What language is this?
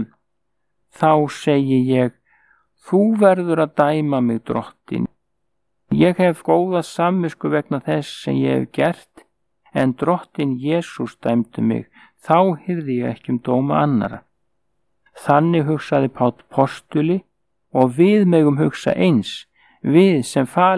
Icelandic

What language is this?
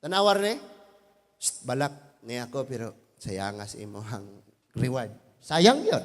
Cebuano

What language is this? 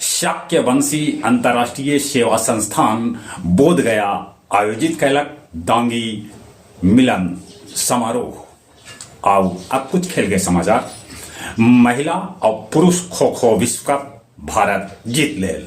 Magahi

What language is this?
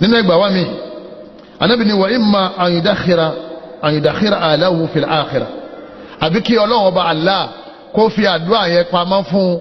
Yoruba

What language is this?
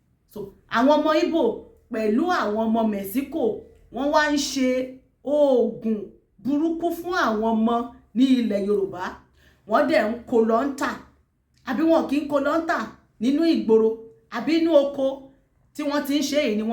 Yoruba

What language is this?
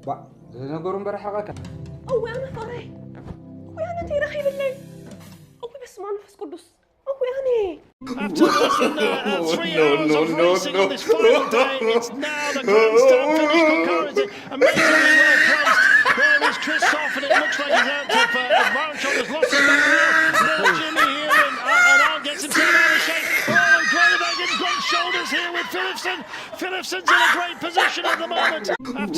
Tigrinya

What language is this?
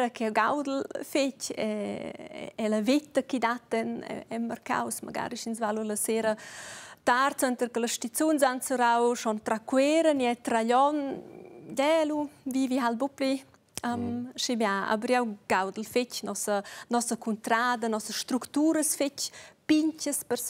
Romansh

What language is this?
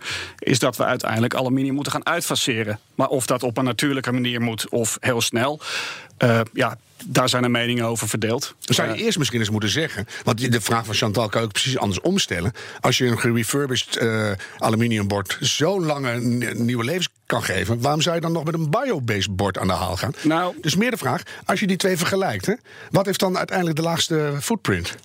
Dutch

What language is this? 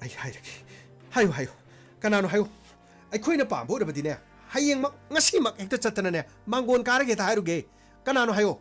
Manipuri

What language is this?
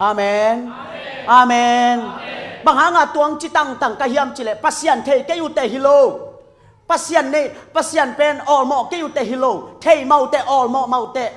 Tedim Chin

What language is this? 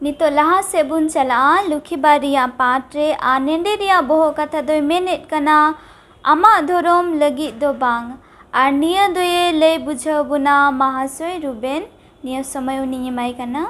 Santali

